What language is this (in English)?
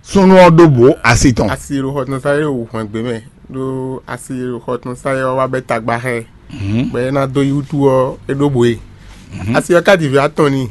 Fon